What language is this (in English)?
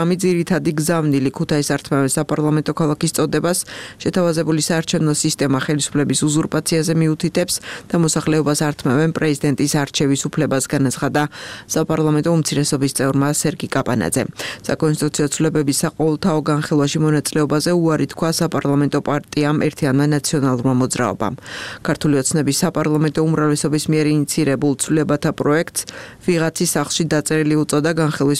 Georgian